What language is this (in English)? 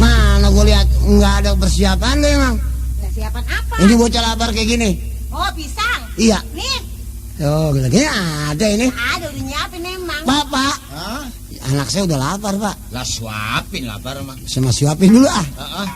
Betawi